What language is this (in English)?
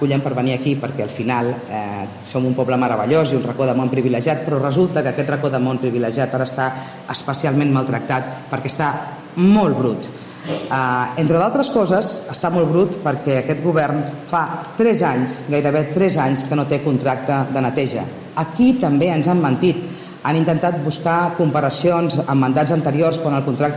Catalan